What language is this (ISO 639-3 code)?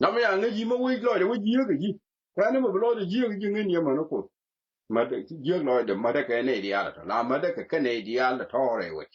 nus